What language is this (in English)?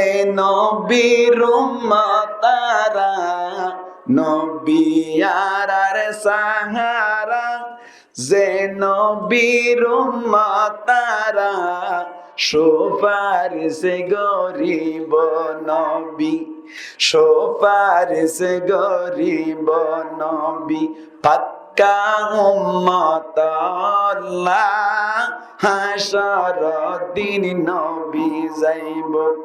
Rohingya